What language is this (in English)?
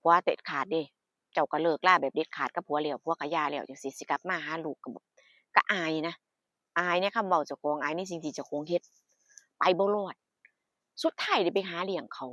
Northeastern Thai